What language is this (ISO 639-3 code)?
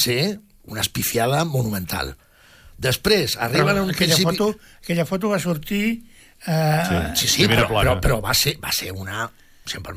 cat